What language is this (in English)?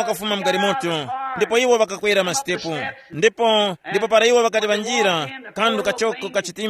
Tumbuka